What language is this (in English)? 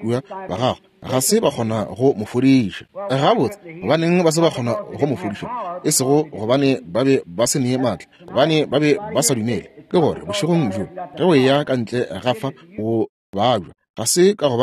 Northern Sotho